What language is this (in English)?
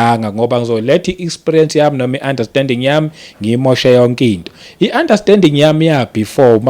Zulu